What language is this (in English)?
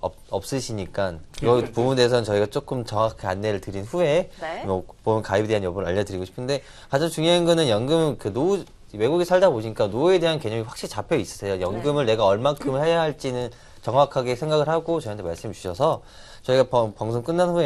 Korean